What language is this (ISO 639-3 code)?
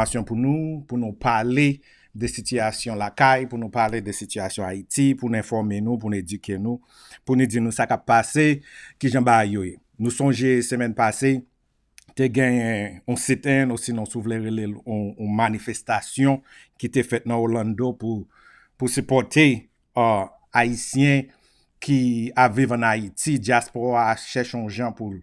hat